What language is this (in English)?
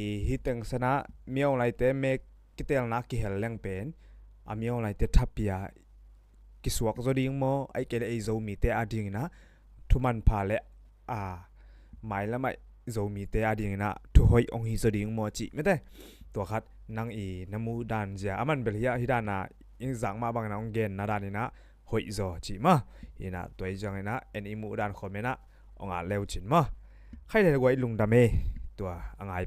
Tedim Chin